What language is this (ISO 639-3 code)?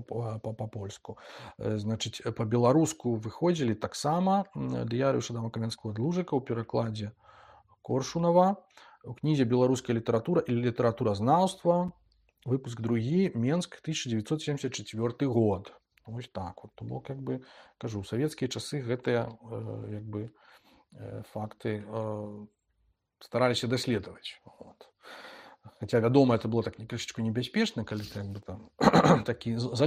bel